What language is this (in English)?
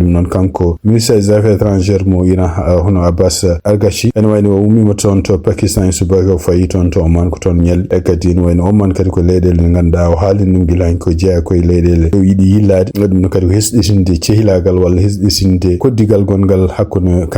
Fula